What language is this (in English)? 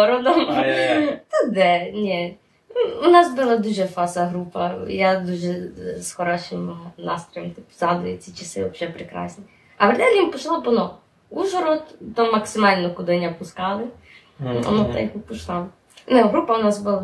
Rusyn